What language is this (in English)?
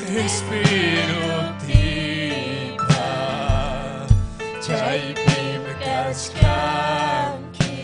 Ayacucho Quechua